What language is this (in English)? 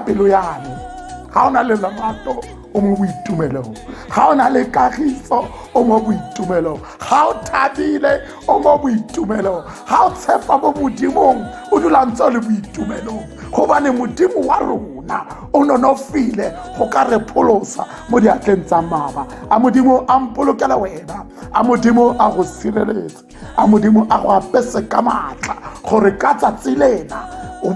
Tswana